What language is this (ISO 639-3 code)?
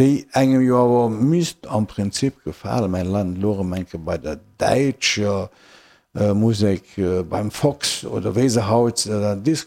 ltz